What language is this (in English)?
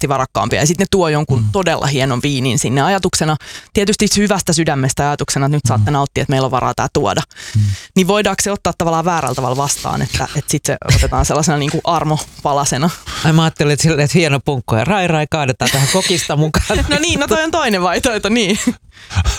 Finnish